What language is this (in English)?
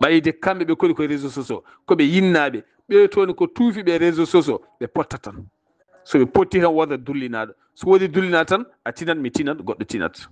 Fula